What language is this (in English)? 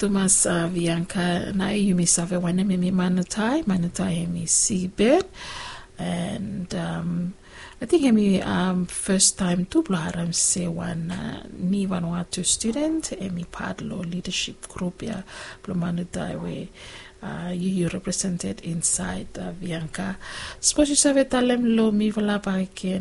Bislama